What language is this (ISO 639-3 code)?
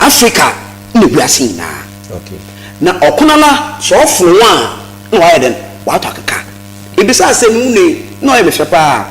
aka